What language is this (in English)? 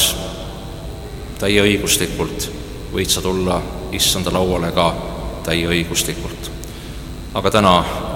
Estonian